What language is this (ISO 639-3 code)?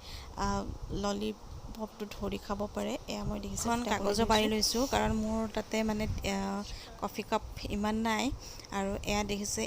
asm